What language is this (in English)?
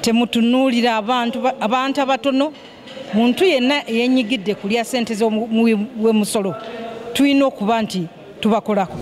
Ganda